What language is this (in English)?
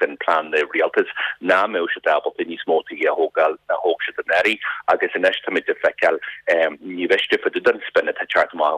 Irish